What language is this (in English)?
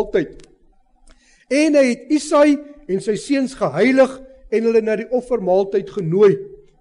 Afrikaans